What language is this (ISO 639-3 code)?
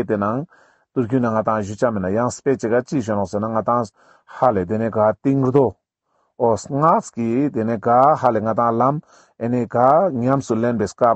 lbj